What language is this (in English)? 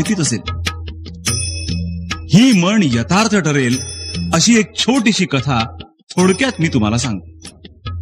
Marathi